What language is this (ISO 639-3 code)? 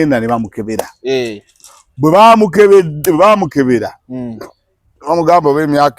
lug